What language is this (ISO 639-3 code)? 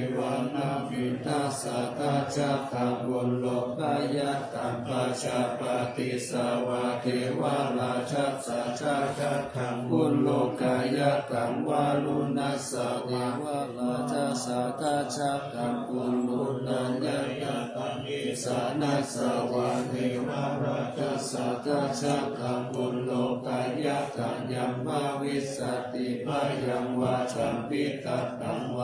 pli